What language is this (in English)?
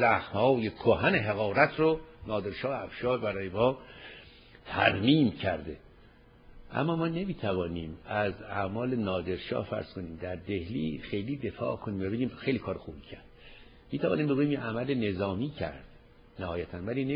Persian